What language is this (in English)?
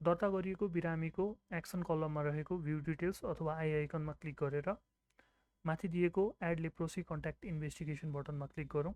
Nepali